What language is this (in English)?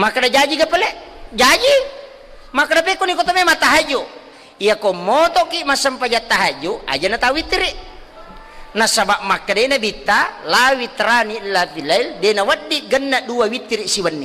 Buginese